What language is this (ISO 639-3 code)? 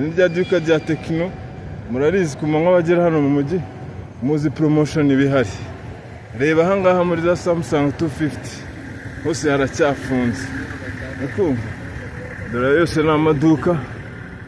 kin